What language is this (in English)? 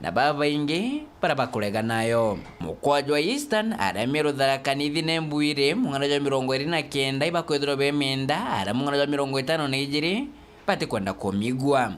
Meru